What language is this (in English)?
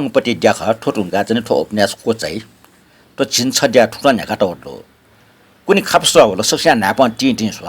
Newari